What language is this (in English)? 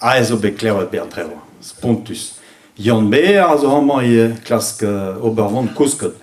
Breton